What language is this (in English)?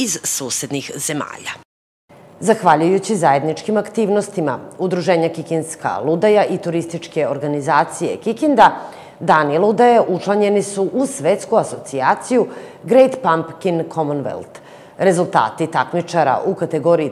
Serbian